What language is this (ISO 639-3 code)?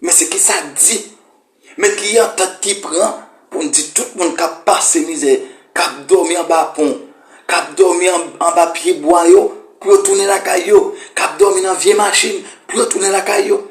hat